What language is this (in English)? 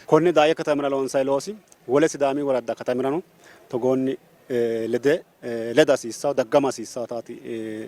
Sidamo